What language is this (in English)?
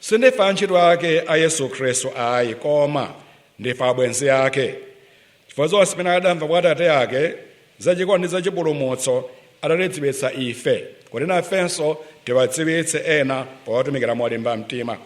Nyanja